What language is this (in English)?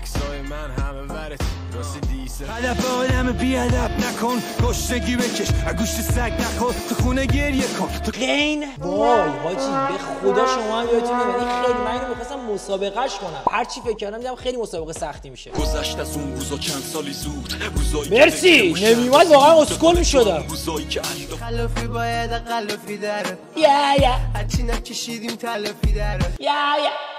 Persian